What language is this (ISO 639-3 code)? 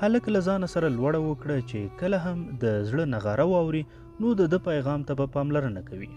pus